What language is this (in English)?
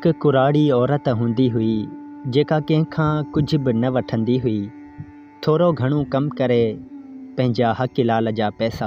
Sindhi